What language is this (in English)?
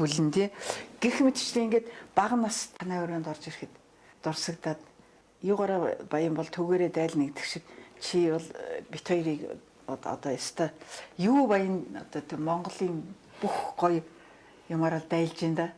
Mongolian